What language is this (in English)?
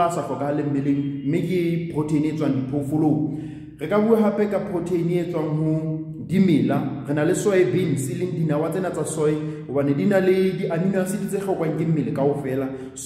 Southern Sotho